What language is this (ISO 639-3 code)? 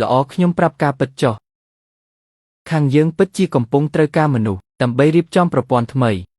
khm